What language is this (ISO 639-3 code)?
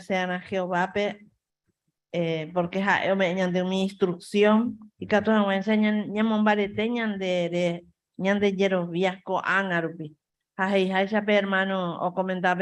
grn